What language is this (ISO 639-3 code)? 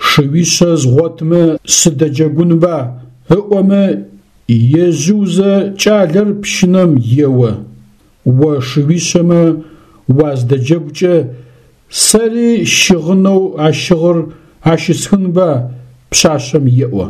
ady